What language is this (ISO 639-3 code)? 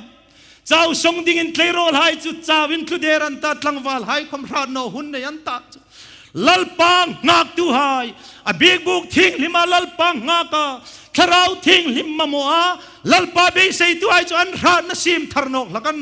hmr